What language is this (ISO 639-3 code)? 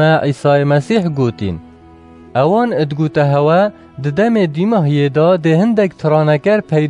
kur